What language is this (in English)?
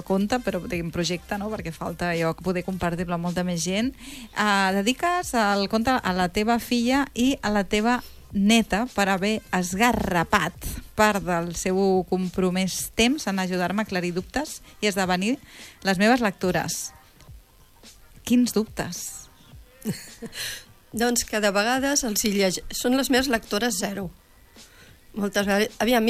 Catalan